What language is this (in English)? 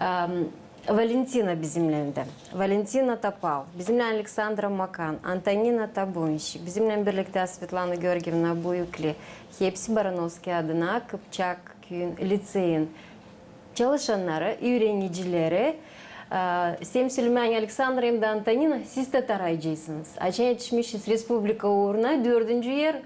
Gagauz